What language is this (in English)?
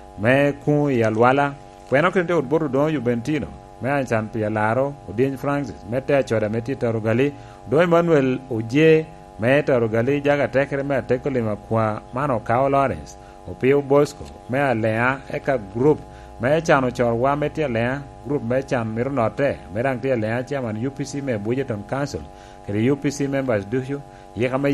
Lango (Uganda)